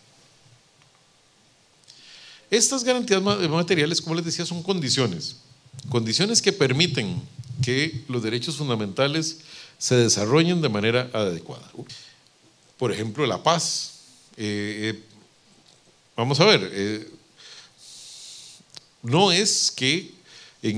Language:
Spanish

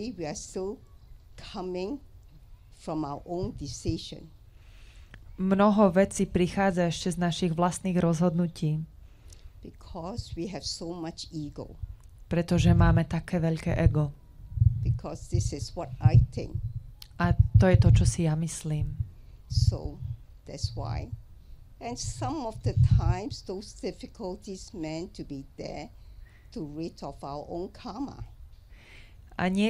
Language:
Slovak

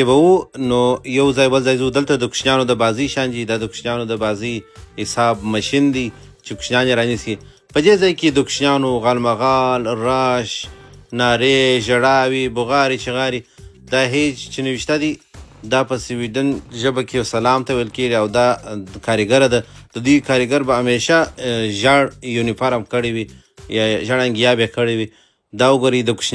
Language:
Pashto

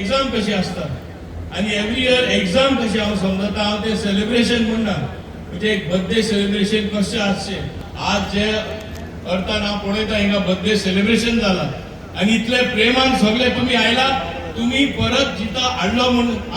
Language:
Konkani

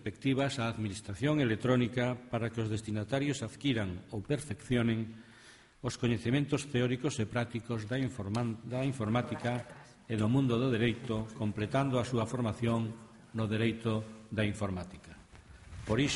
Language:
Galician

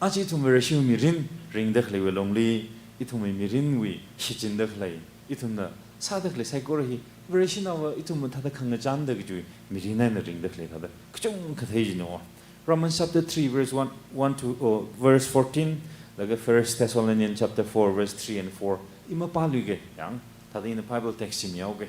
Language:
Tangkhul Naga (India)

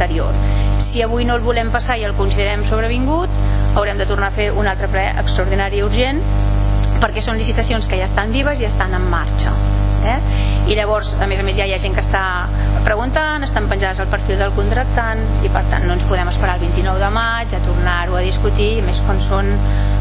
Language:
Catalan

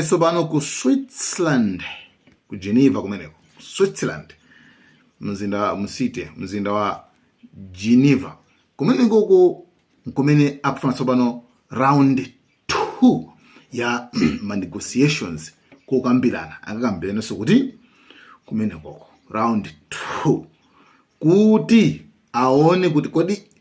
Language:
Nyanja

